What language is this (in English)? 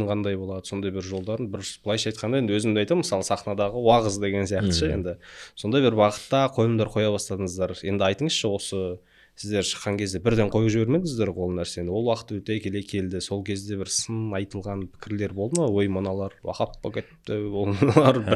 Kazakh